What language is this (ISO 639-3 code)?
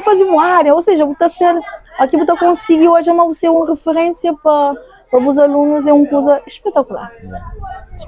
kea